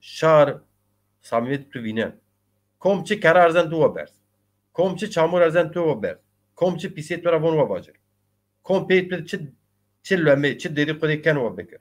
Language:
Zaza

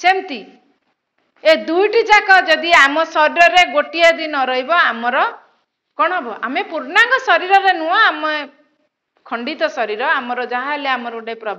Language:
Odia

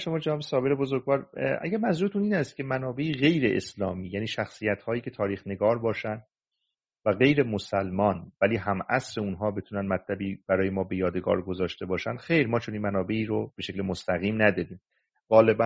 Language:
Persian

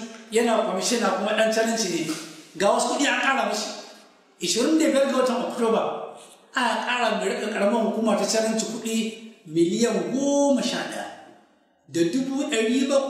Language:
Hausa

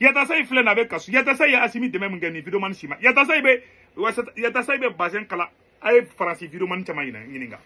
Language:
Bambara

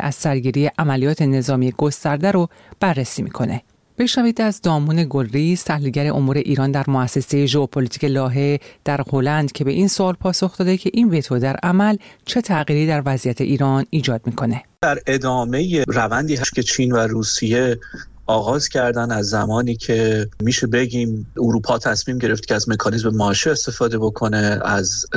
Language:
Persian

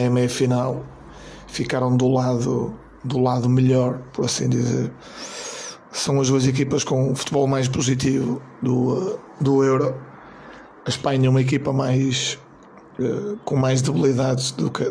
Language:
Portuguese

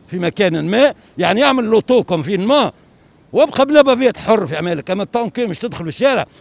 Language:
Tunisian Arabic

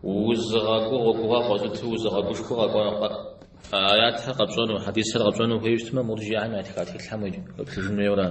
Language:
Kabardian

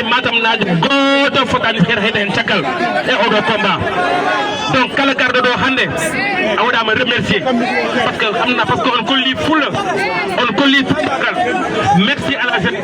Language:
Fula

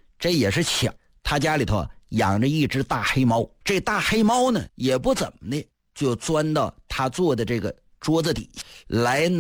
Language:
Chinese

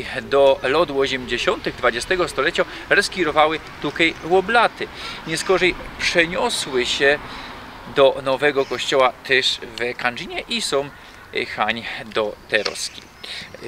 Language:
Silesian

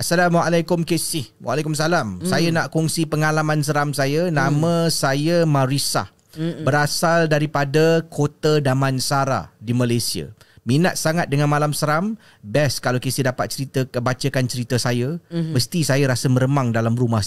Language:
Malay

